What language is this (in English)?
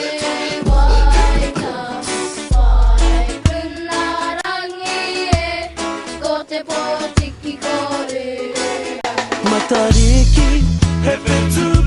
Māori